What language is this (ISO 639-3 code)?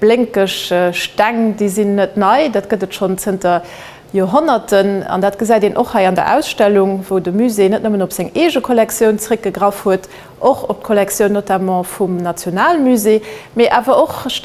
ltz